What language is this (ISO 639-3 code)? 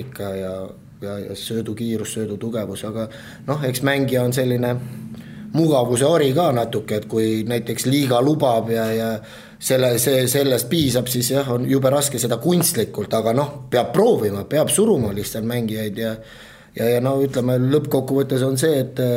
est